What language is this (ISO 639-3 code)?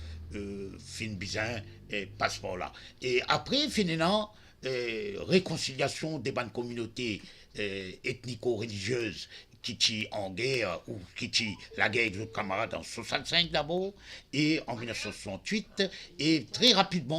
mfe